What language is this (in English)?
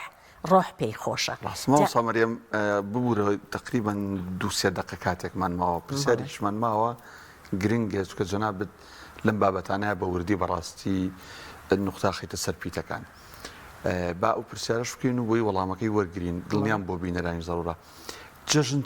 Central Kurdish